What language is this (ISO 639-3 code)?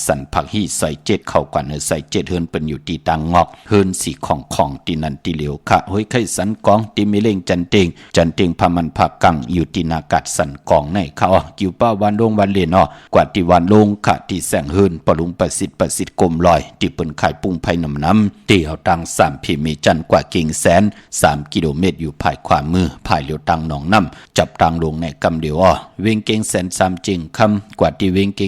shn